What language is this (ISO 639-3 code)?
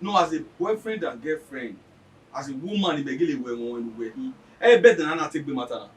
bin